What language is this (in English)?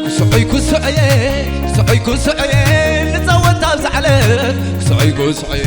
Tigrinya